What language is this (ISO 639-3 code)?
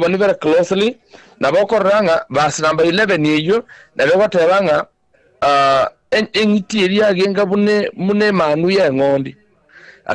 guz